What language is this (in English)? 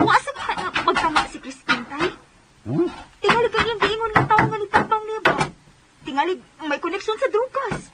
Cebuano